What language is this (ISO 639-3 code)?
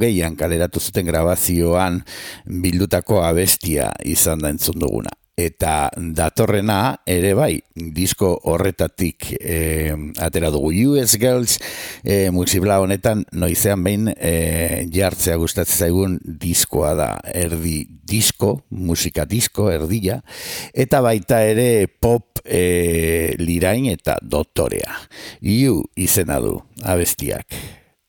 eus